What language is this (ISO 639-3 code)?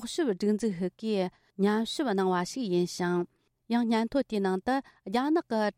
bod